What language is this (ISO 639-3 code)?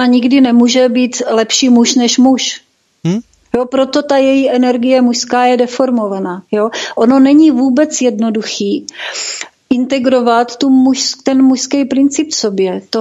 ces